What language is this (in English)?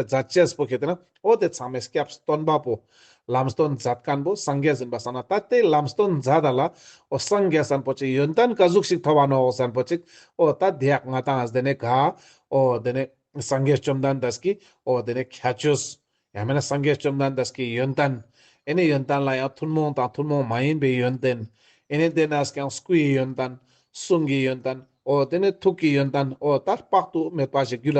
Ladakhi